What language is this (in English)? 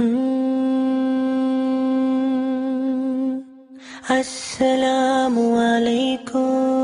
Bosnian